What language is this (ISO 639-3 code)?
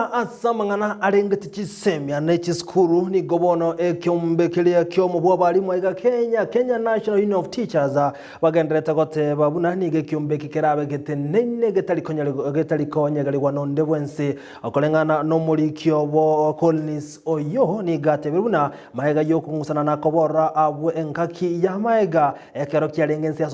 guz